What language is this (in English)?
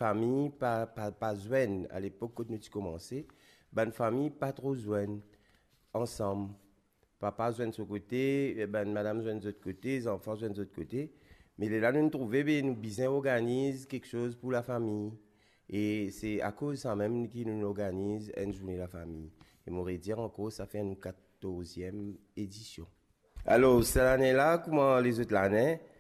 Morisyen